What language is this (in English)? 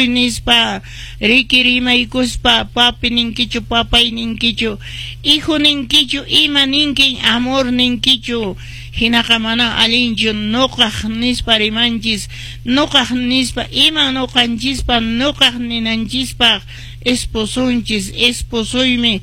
Quechua